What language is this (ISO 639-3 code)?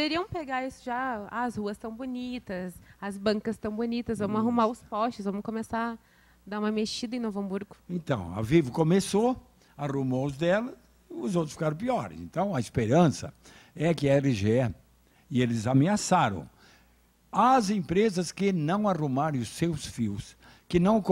por